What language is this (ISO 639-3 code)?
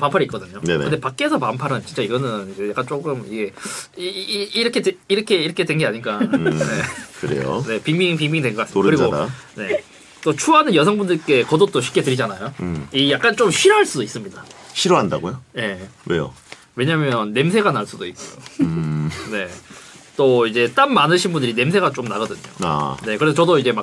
kor